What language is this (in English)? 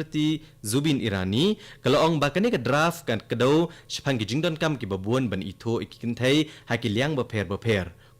Khasi